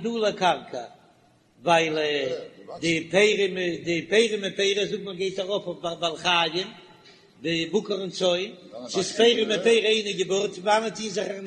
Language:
Yiddish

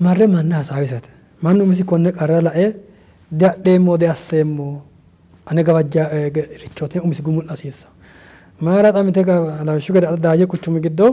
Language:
Sidamo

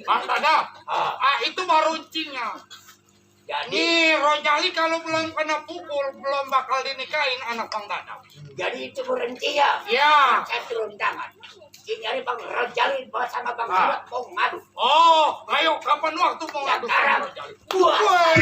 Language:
Betawi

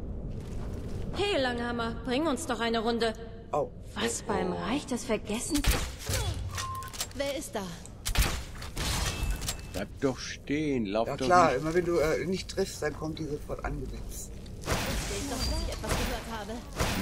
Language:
German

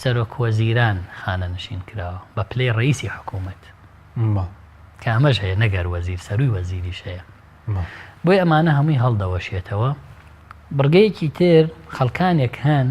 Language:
Central Kurdish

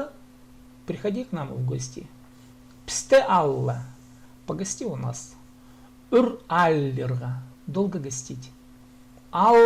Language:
Khakas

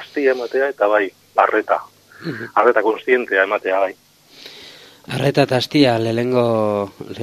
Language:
Basque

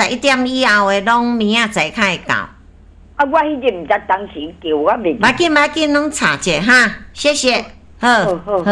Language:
Min Nan Chinese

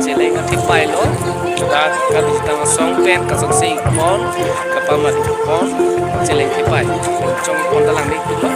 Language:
Karbi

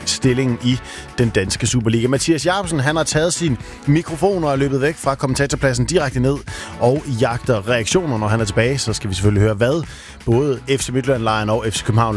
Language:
Danish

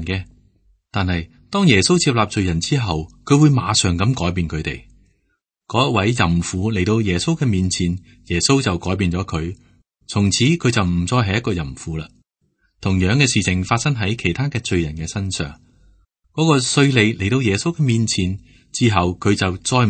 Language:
Cantonese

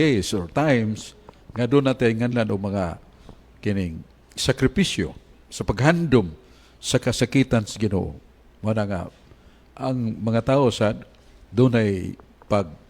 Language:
Cebuano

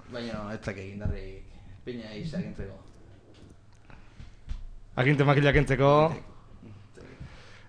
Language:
Basque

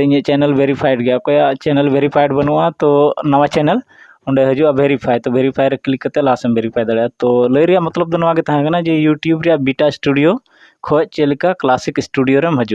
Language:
Santali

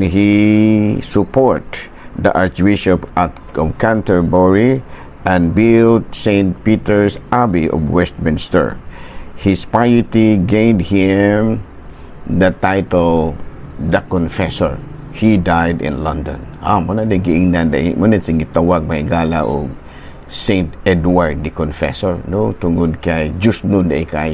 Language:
Cebuano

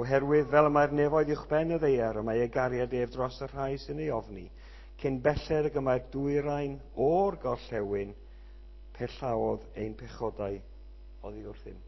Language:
Welsh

